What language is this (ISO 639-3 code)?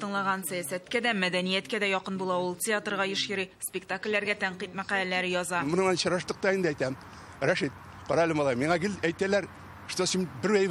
tat